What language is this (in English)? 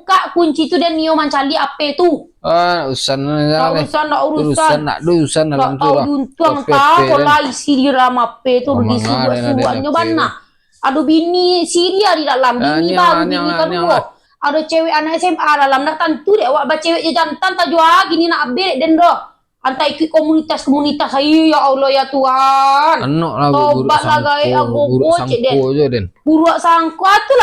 Minangkabau